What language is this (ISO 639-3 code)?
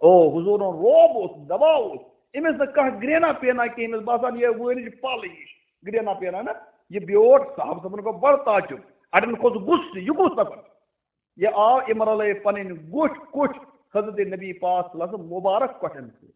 kas